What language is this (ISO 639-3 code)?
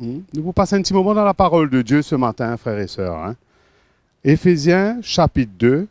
mfe